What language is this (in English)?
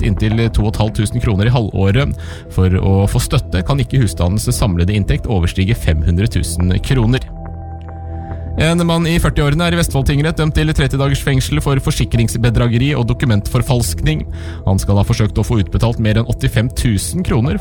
Norwegian